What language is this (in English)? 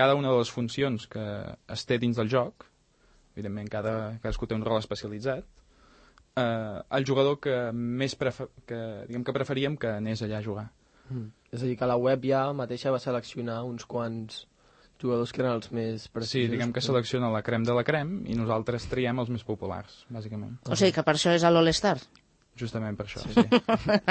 Catalan